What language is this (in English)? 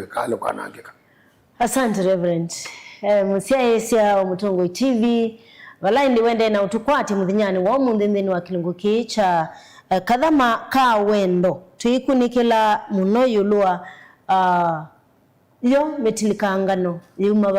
Kamba